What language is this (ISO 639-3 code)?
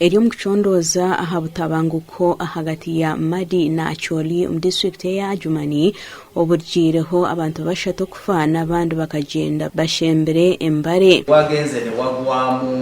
nyn